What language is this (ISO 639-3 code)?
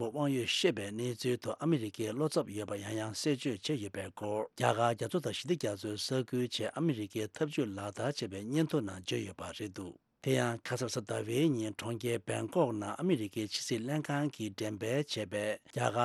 bod